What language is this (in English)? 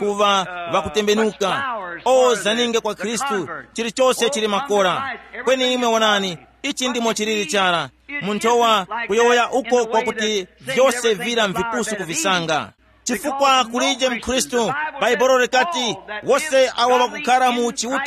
Tumbuka